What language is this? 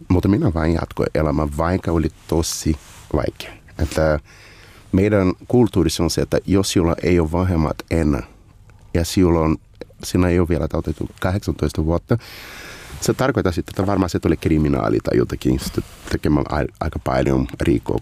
Finnish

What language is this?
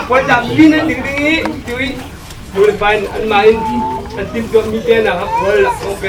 Falam Chin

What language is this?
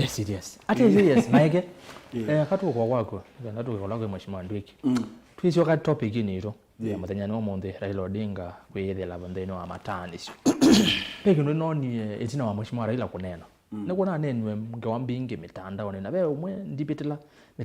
Kamba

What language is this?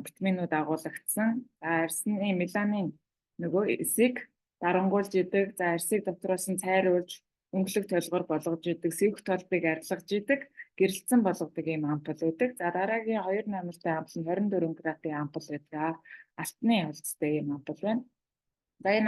Mongolian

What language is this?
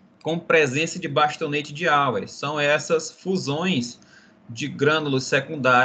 Portuguese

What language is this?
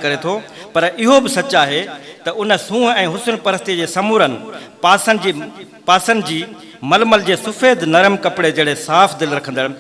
Sindhi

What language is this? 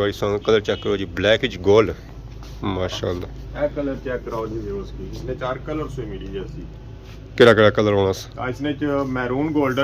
Pahari-Potwari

